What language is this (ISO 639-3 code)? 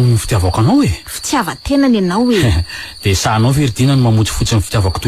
mlg